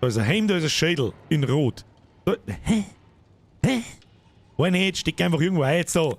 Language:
Bavarian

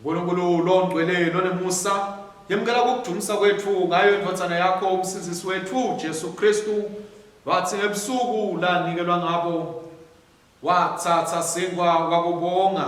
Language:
Swati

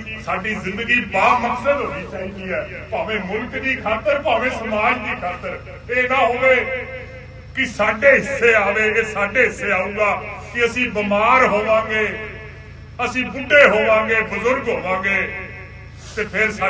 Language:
Punjabi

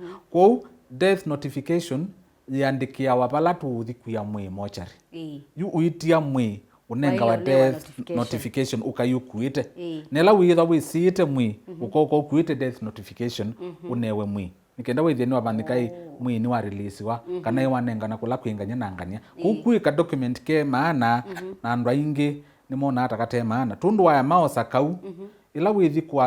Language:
Kamba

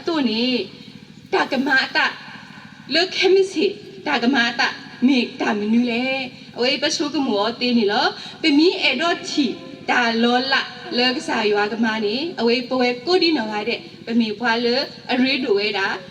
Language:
S'gaw Karen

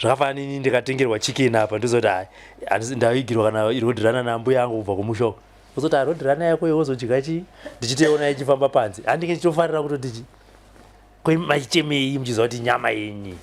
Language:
Shona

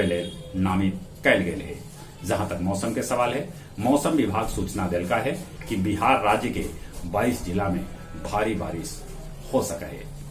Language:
Magahi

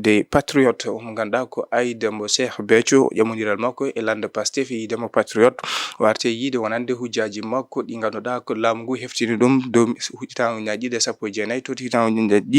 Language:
Fula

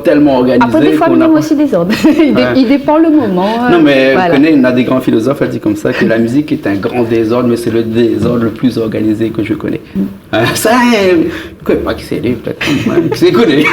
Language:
Réunion Creole French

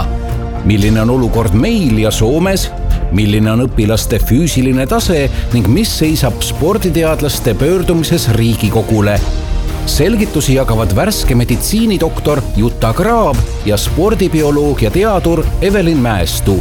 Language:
Estonian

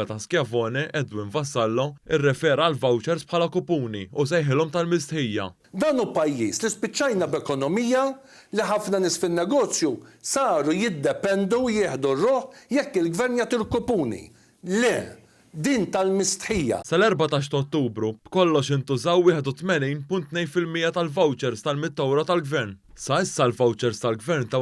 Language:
Maltese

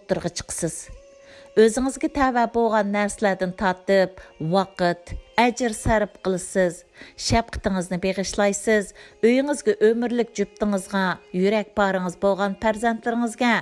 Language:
Uyghur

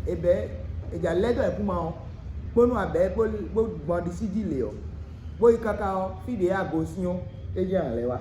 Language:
Fon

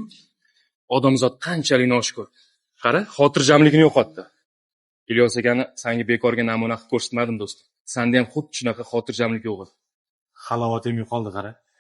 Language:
Uzbek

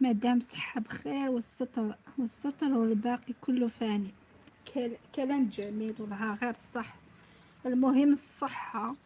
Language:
Algerian Arabic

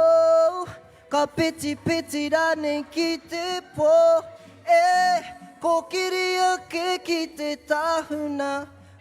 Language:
Māori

